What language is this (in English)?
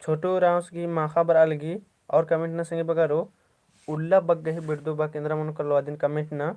Kurukh